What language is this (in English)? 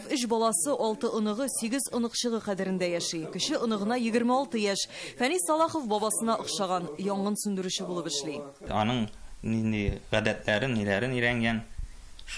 Tatar